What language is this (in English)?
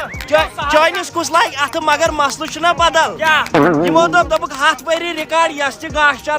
Kashmiri